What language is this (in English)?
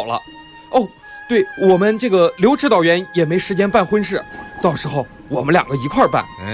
Chinese